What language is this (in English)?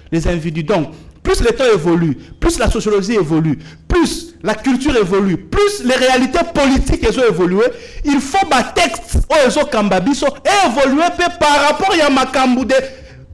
French